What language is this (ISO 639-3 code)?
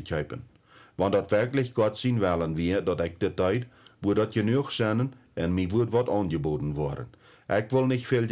pdt